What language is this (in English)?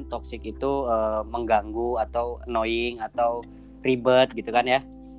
Indonesian